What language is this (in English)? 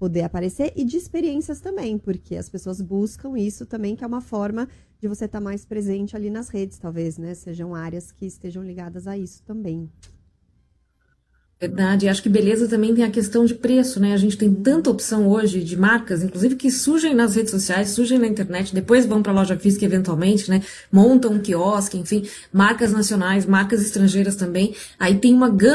Portuguese